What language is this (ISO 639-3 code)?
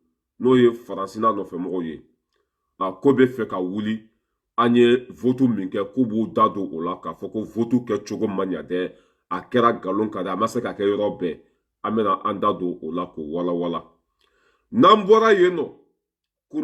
bam